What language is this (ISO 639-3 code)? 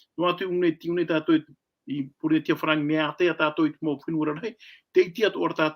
tah